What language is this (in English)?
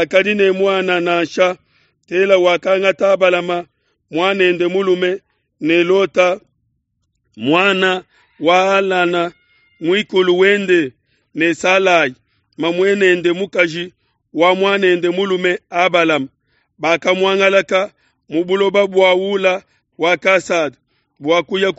Luba-Lulua